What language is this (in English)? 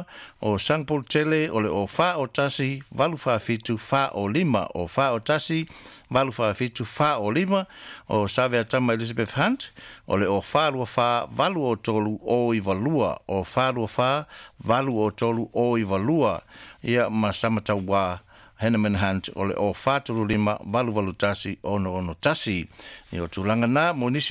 Samoan